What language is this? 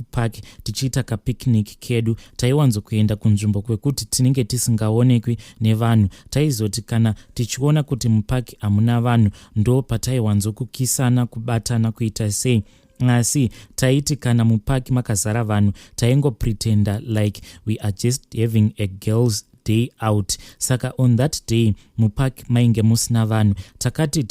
Shona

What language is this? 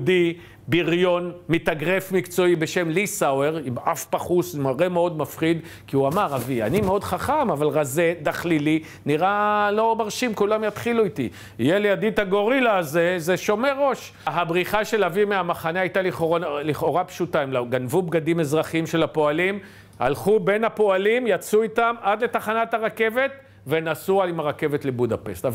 Hebrew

